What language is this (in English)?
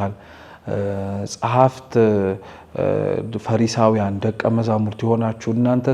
Amharic